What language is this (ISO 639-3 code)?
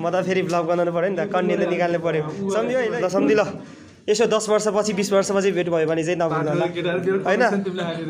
nep